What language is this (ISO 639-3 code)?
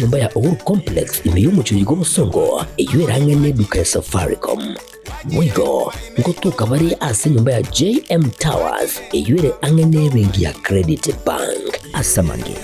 guz